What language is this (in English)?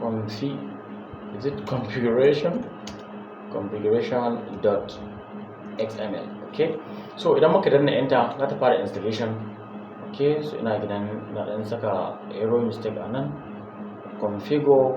Hausa